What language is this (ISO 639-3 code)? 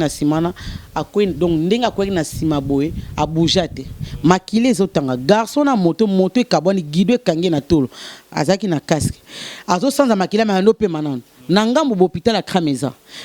lin